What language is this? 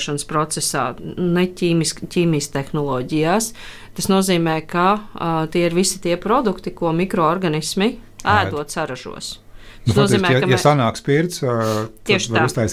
Latvian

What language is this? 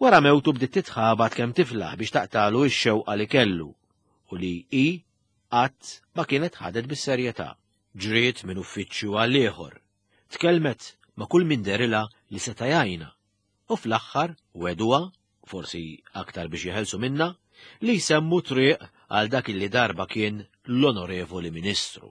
Maltese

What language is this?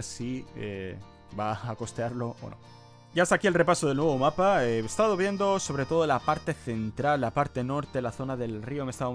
Spanish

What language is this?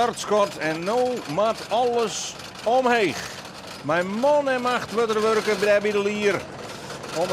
Western Frisian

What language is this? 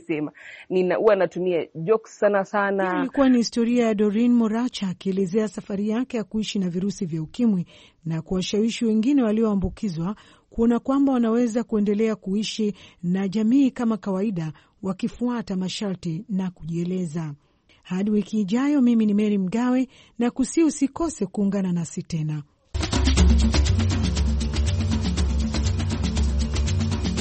Swahili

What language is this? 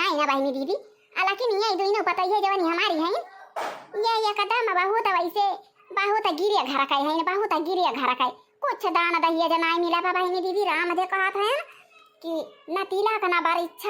Awadhi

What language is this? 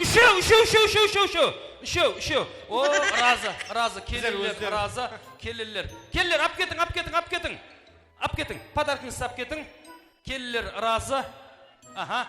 Kara-Kalpak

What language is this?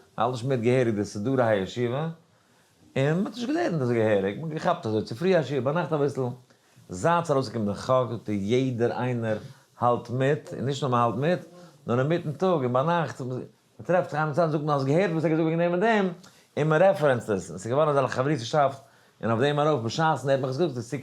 Yiddish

